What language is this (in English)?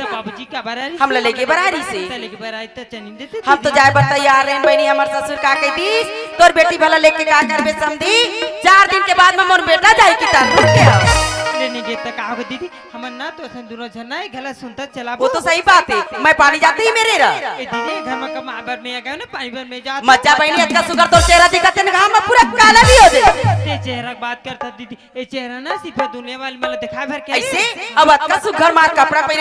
Chhattisgarhi